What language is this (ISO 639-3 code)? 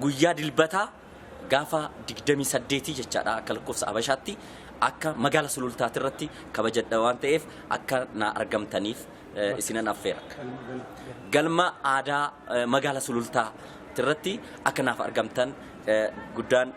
orm